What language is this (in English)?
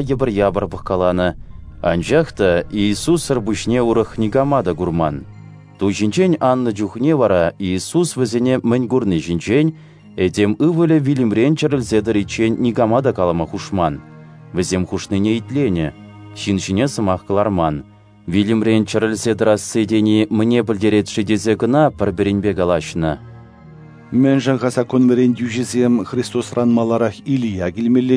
Chuvash